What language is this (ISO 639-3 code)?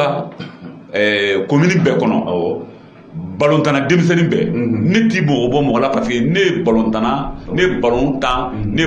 bam